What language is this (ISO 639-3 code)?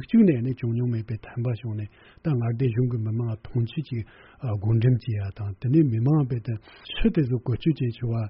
bod